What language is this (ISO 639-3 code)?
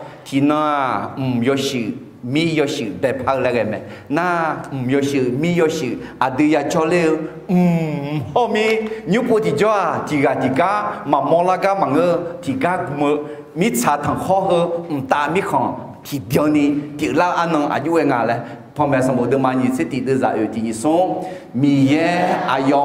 ahk